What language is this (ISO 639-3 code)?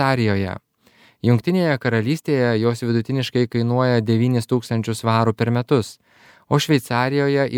lit